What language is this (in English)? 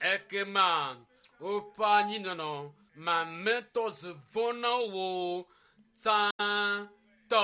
Ewe